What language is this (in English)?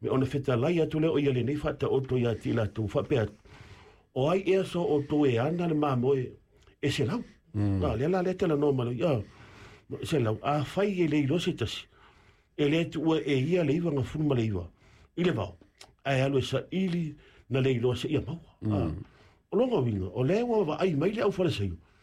Samoan